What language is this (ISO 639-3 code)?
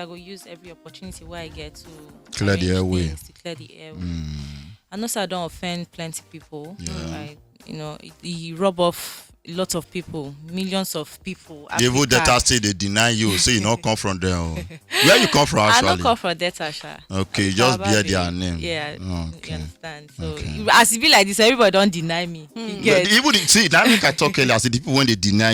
pcm